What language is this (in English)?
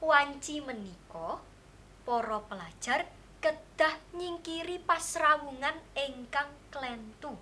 Javanese